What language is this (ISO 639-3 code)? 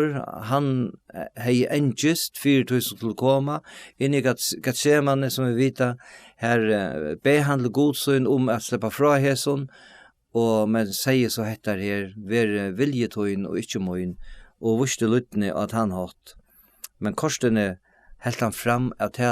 fao